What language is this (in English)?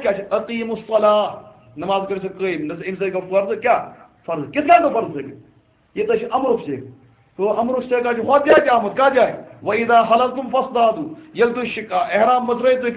Kashmiri